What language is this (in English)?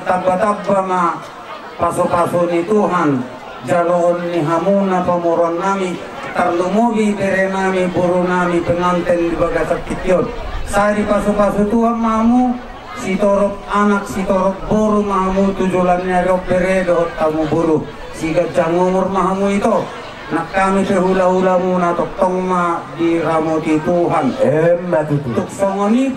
Batak Toba